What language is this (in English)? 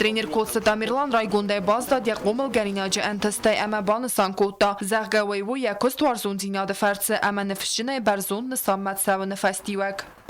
Ossetic